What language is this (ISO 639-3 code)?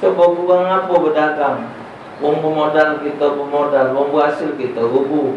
mui